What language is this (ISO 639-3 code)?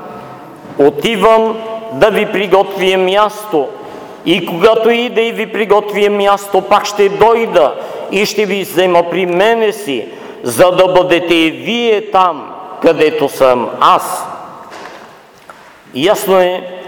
bul